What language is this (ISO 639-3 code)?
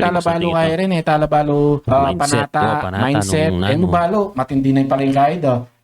pam